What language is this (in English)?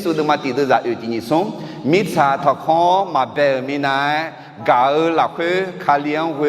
Akha